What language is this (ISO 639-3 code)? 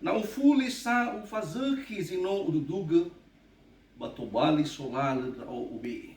nia